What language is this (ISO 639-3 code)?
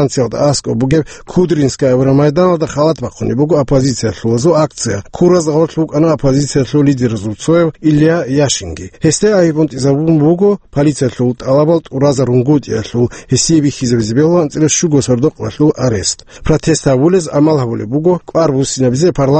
ava